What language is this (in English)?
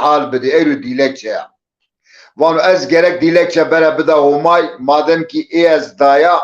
Zaza